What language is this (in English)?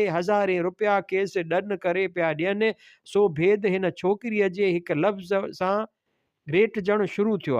Sindhi